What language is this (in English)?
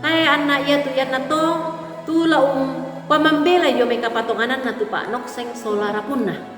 Toraja-Sa'dan